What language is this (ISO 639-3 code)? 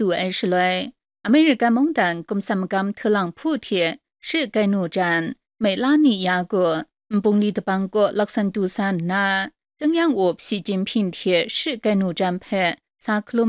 kac